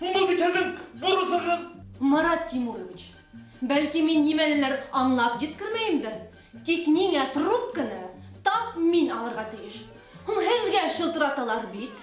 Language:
Bashkir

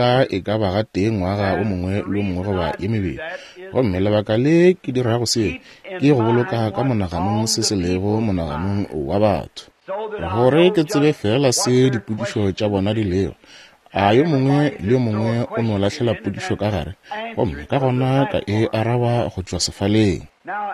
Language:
Northern Sotho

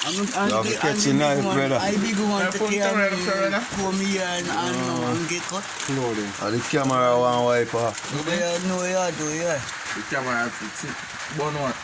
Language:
Jamaican Creole English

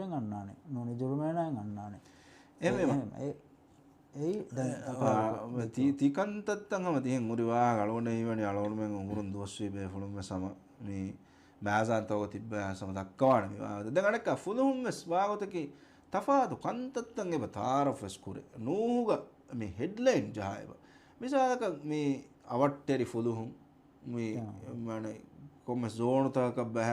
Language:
Divehi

